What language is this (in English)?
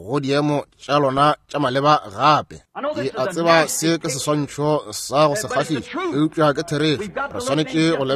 Northern Sotho